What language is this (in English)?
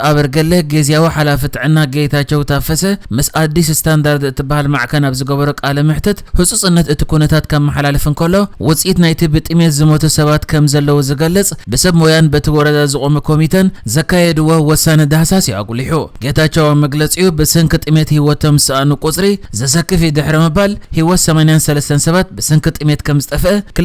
Tigrinya